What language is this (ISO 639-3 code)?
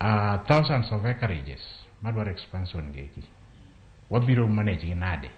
luo